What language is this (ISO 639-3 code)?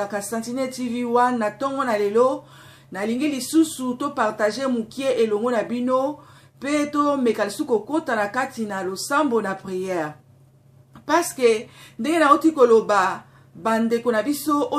lin